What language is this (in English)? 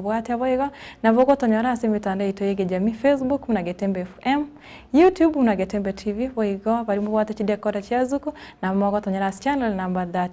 Gusii